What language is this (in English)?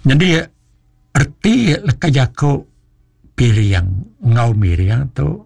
Iban